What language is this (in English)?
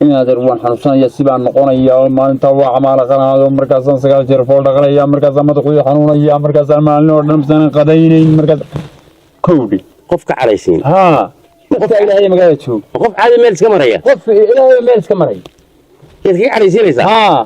Somali